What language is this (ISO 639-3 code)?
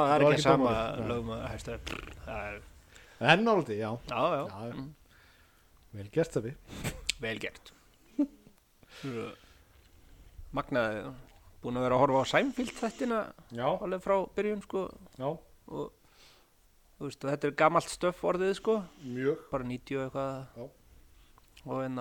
isl